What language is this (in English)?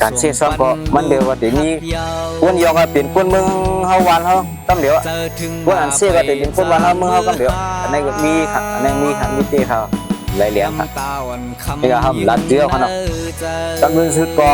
Shan